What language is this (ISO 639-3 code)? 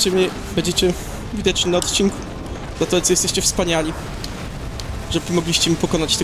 pol